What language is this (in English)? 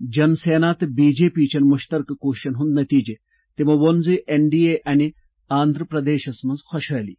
Kashmiri